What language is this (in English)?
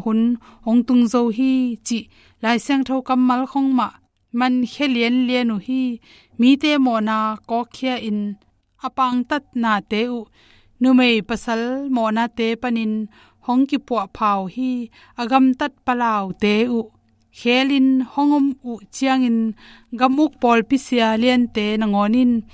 Tedim Chin